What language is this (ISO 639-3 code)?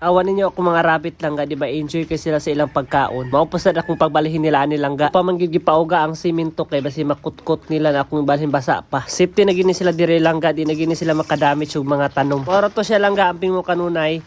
ceb